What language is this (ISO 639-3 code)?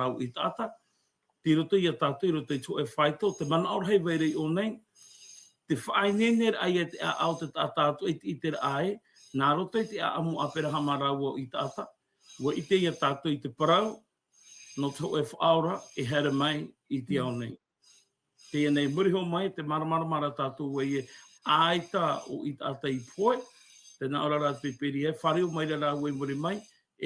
tah